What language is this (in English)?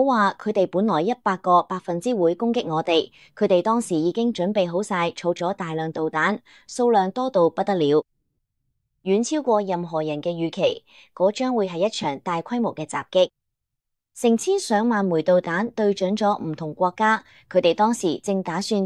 Cantonese